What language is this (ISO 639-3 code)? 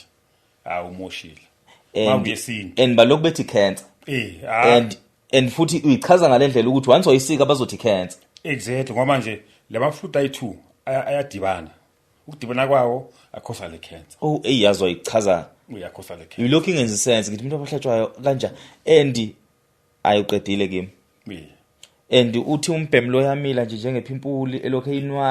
zul